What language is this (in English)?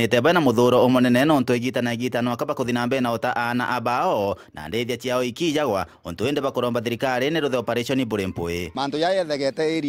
Meru